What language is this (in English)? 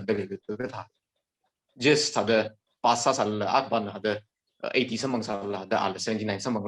Tangkhul Naga (India)